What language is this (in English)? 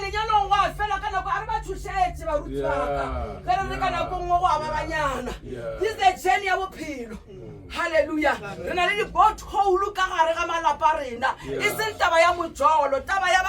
Northern Sotho